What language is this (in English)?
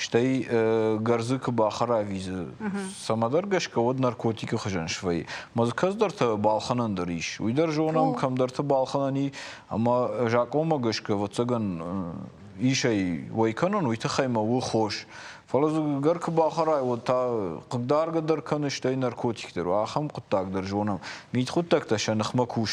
Ossetic